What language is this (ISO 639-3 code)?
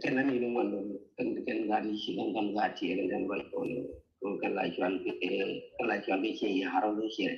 nus